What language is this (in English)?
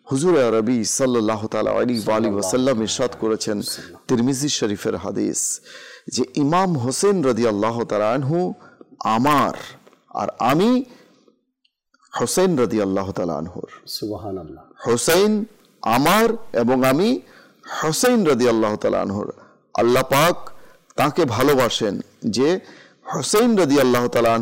Bangla